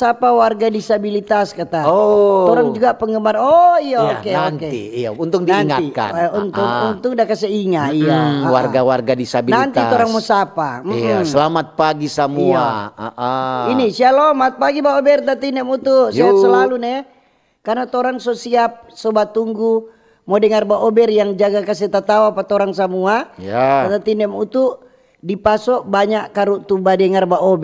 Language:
Manado Malay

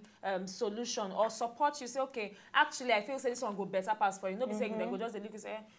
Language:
Nigerian Pidgin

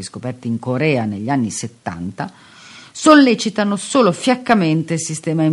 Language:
Italian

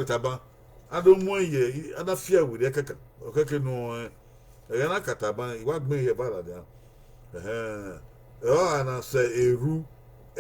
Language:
Bini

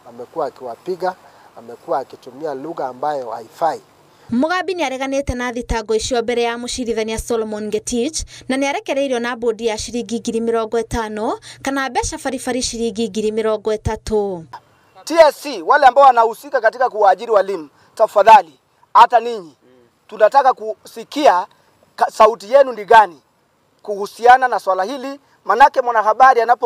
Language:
Kikuyu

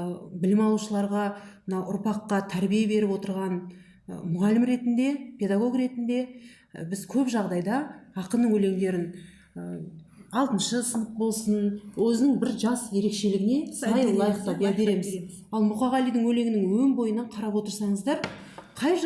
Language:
Kazakh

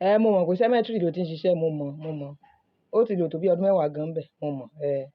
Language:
Yoruba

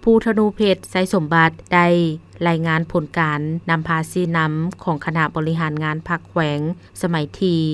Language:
Lao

